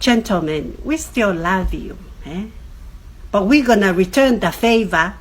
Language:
Tongan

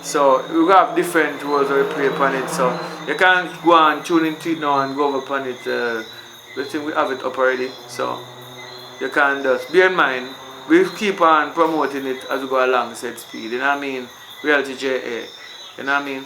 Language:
Jamaican Creole English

